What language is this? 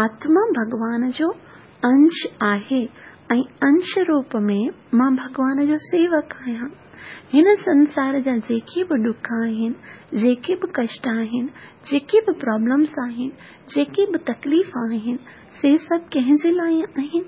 Sindhi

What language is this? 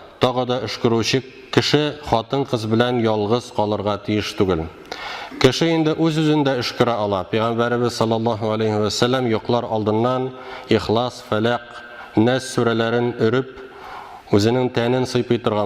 Tatar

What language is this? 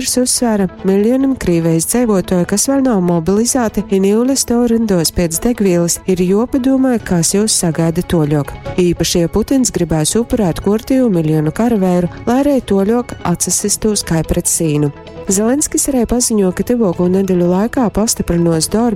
Latgalian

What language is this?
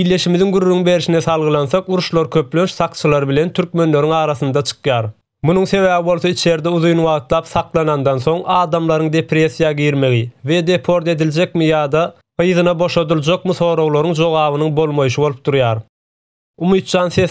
Turkmen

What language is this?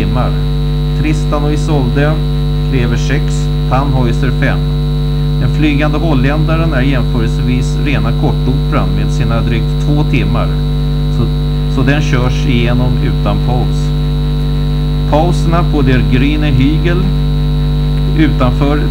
Swedish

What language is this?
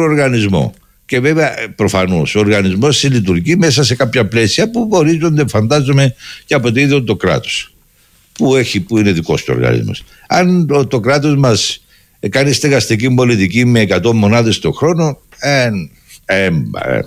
Greek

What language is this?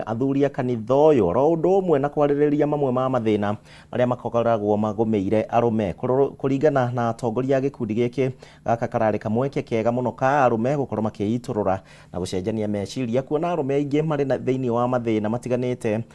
Kikuyu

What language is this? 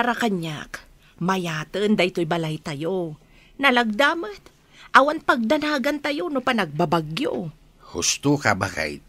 Iloko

